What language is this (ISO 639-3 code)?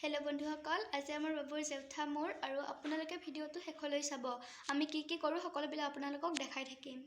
asm